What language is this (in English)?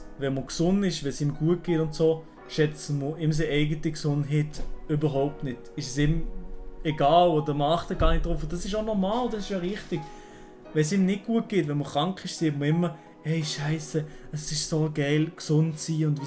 Swiss German